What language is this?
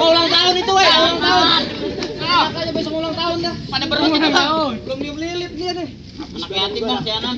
Betawi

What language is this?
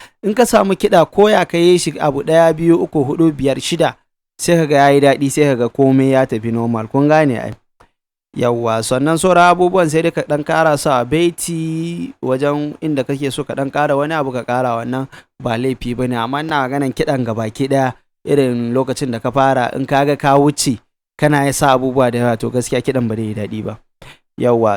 Hausa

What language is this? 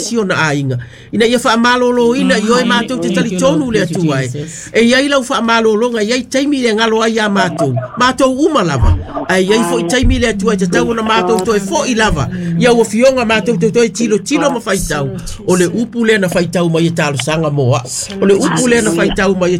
Samoan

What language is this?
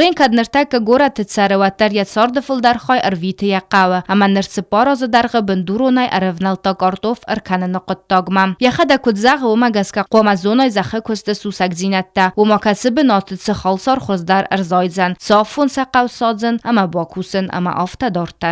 Ossetic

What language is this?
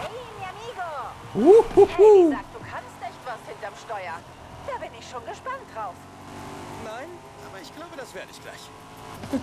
Bavarian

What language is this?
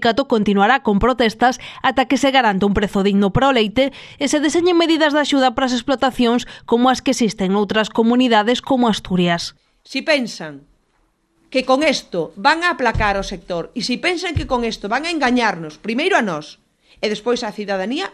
Galician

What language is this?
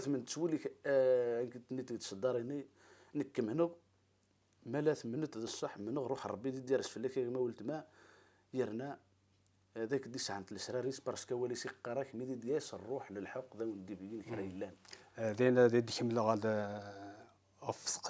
Kabyle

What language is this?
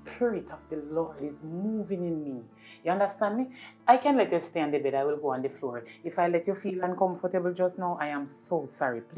Jamaican Creole English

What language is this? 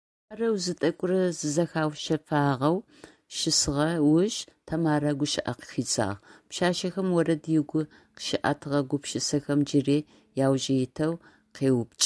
Adyghe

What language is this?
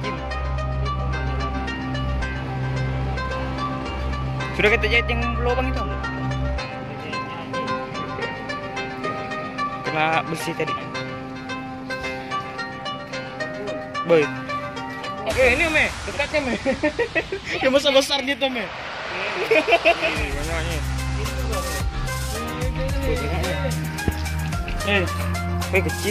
Indonesian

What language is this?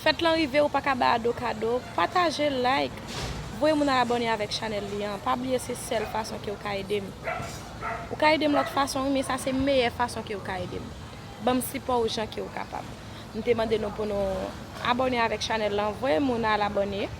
Haitian Creole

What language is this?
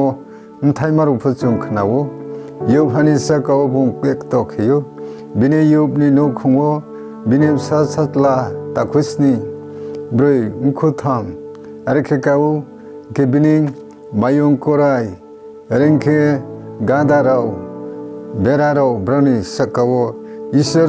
Riang (India)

